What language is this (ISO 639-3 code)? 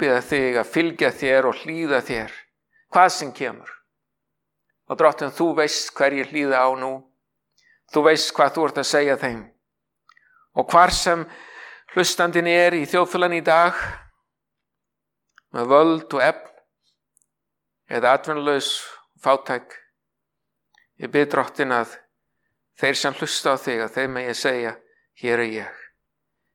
isl